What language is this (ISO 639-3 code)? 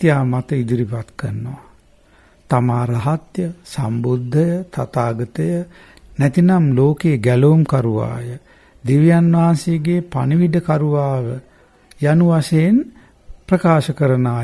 sin